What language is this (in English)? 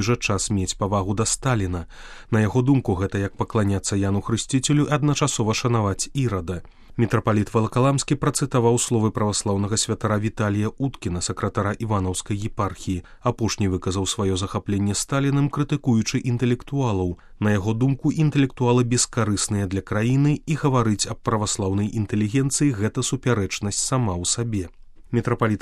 Belarusian